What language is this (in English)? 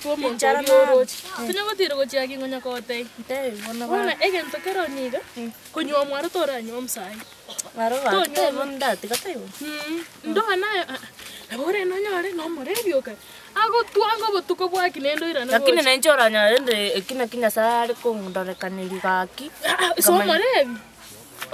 Gusii